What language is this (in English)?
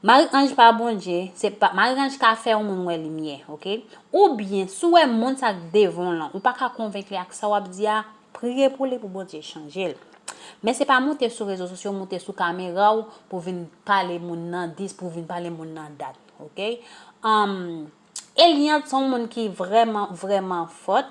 Haitian Creole